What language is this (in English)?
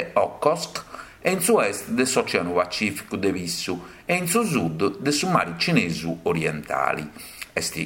Sardinian